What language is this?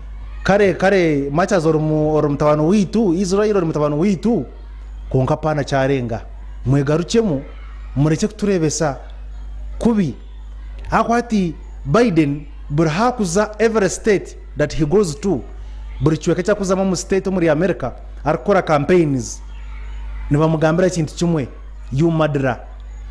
Nyankole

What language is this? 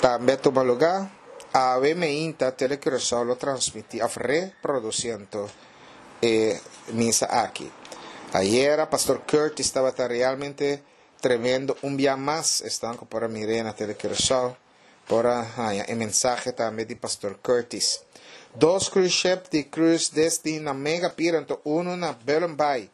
Papiamento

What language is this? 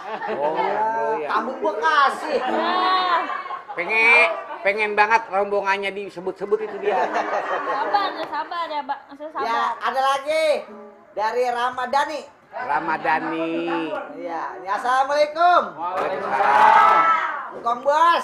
Betawi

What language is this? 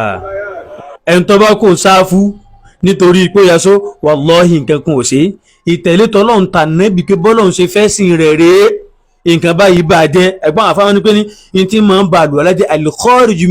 Yoruba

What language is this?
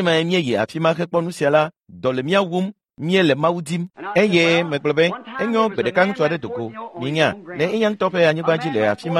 Ewe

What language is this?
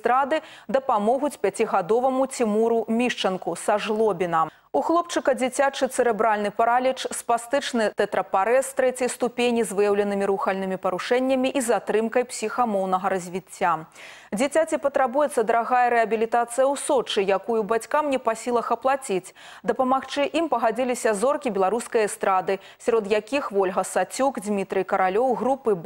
Belarusian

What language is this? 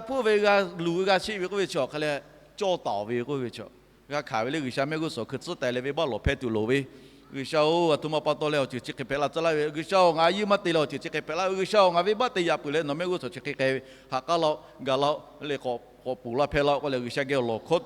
Lahu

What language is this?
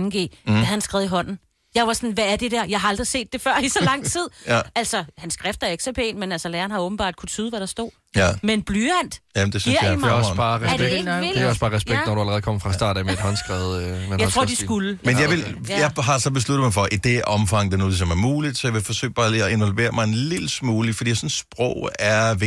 Danish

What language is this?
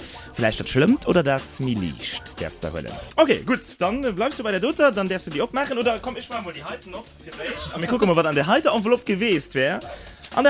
Luxembourgish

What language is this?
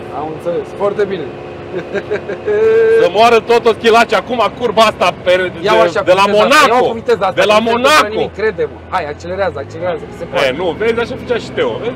Romanian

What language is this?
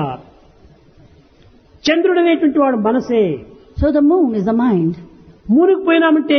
Telugu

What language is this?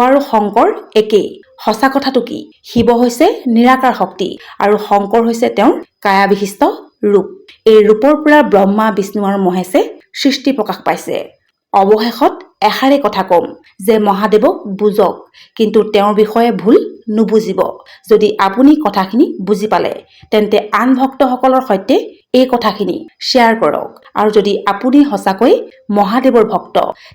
Assamese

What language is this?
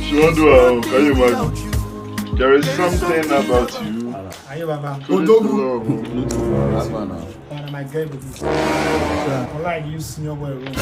Nigerian Pidgin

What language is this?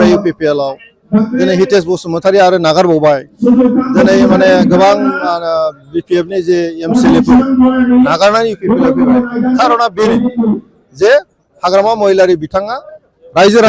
Bodo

